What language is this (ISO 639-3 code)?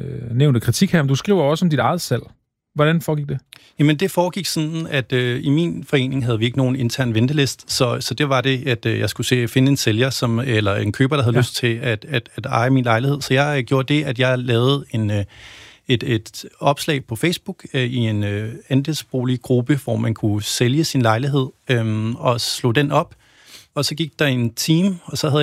dan